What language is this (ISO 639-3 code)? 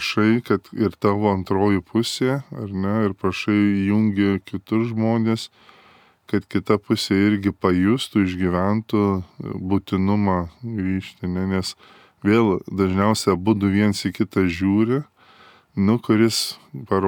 lit